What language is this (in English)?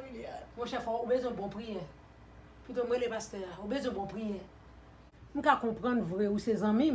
Haitian Creole